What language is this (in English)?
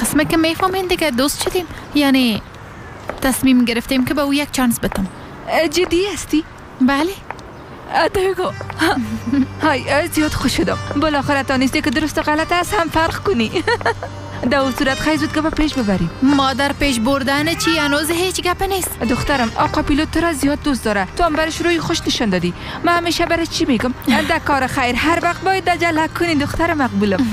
Persian